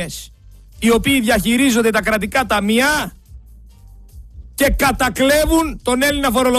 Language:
Greek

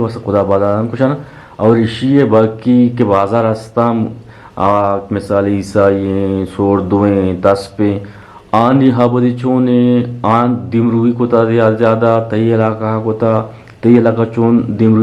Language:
Eastern Balochi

